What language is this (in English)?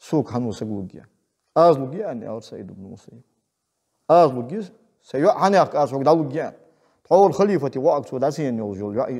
Ingush